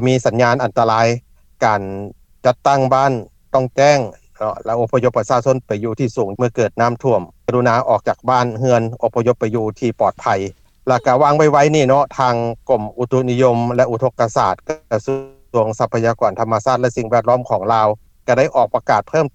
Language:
Lao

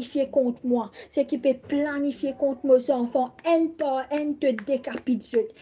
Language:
Morisyen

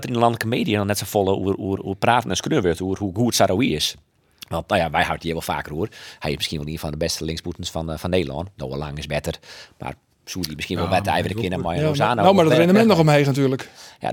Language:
Western Frisian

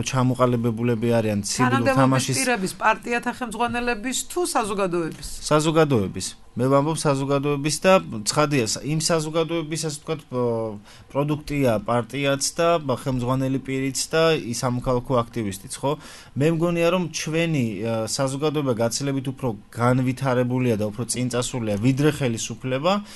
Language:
Georgian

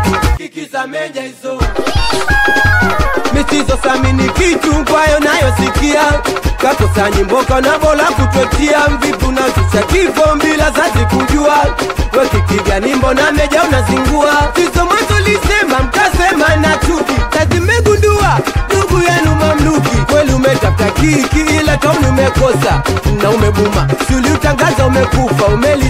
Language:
Swahili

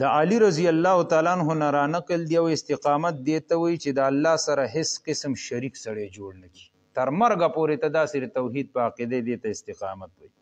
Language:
Pashto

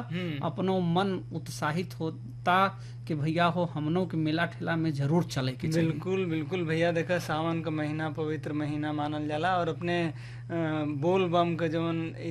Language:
Bhojpuri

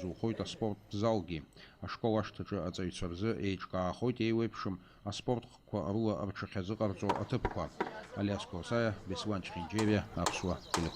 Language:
Abkhazian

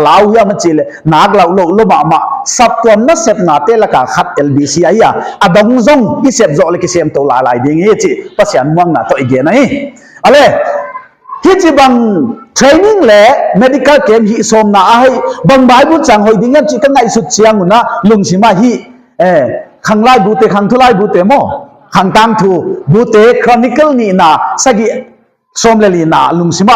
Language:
Paite Chin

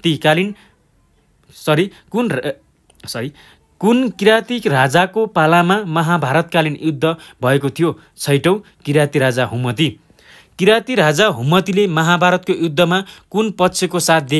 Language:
Nepali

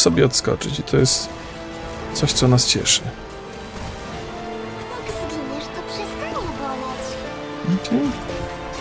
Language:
Polish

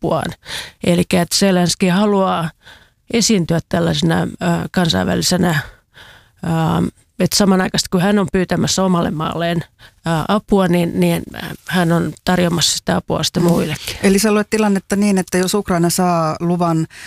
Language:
Finnish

